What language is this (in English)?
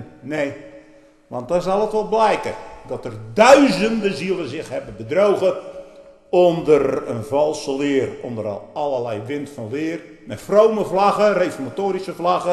Dutch